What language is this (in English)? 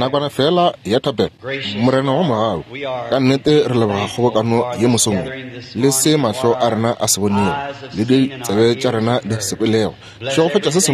Northern Sotho